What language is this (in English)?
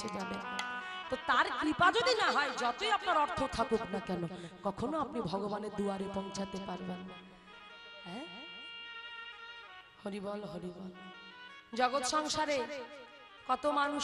Bangla